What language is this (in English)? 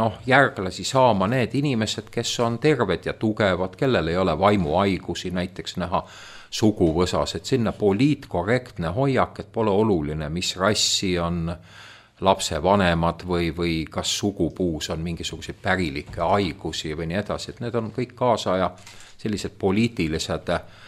Estonian